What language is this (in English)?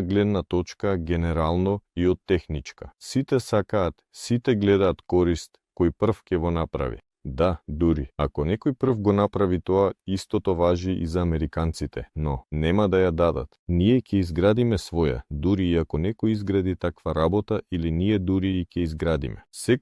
Macedonian